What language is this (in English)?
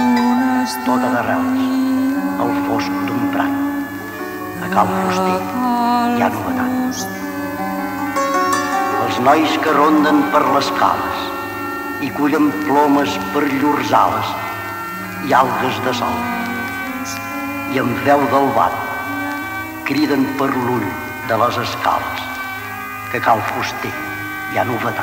Catalan